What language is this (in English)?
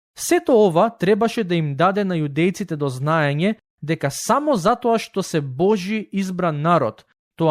Macedonian